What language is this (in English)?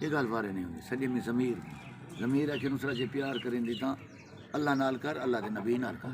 Saraiki